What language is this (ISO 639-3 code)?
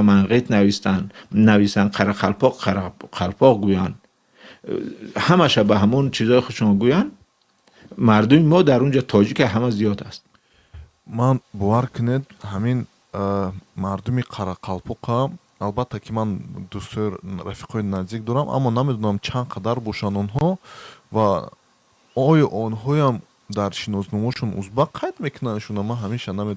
tgk